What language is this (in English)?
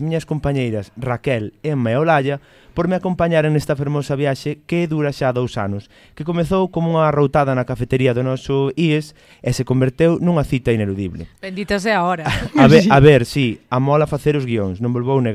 Galician